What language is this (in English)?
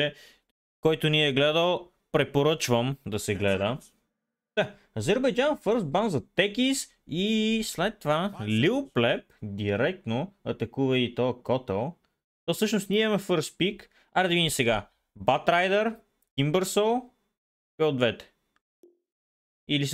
Bulgarian